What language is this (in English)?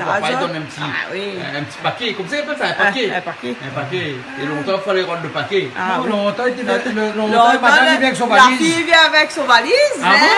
Réunion Creole French